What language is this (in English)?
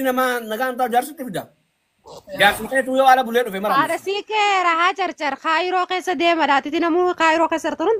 Oromo